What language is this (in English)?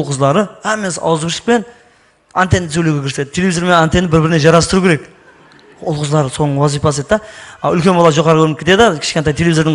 Kara-Kalpak